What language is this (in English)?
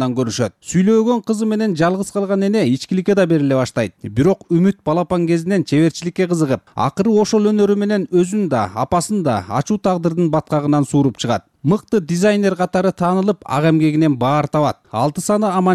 Kyrgyz